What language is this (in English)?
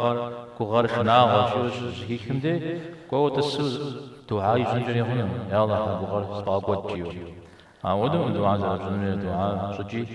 Kabardian